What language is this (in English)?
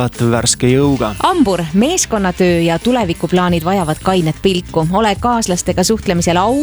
Estonian